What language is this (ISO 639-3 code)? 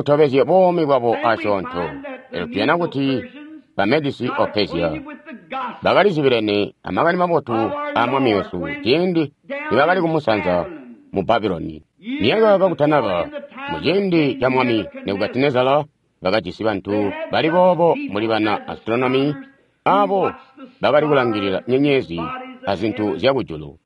toi